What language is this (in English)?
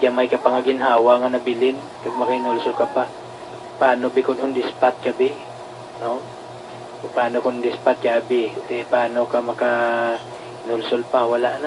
Hiligaynon